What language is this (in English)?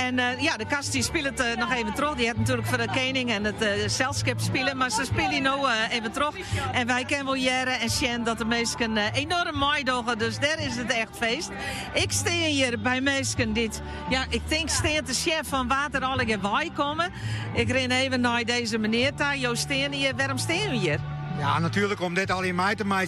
Western Frisian